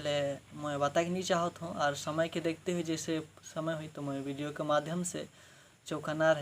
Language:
Sadri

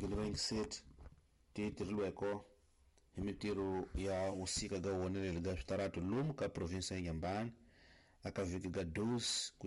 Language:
Tsonga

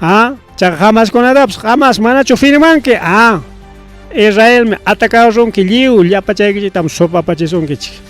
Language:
Ayacucho Quechua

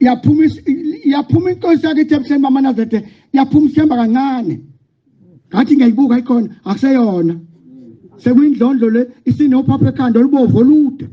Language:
Zulu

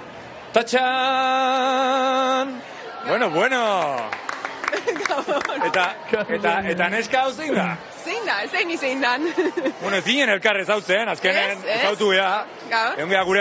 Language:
Basque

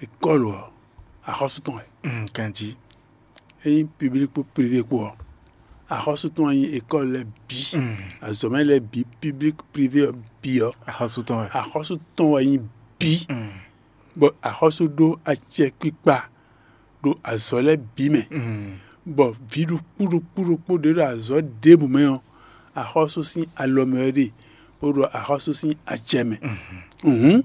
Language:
Fon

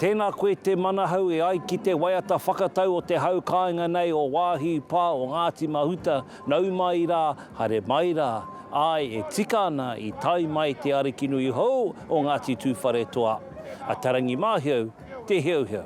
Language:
Māori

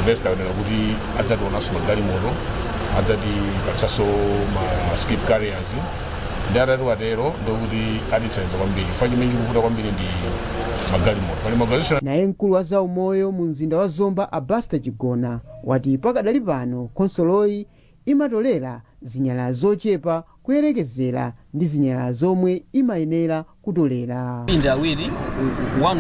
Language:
Nyanja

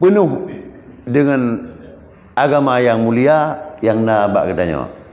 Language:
Achinese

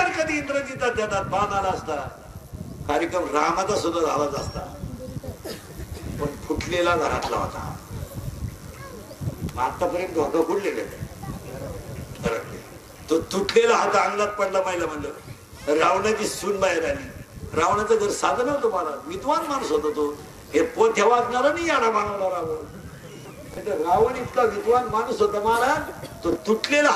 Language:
Marathi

